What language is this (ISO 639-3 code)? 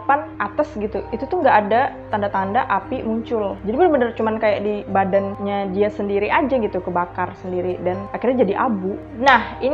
ind